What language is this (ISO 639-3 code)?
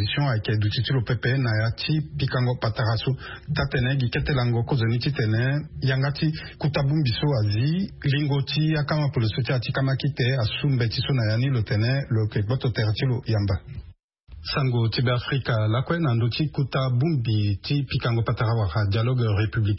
sag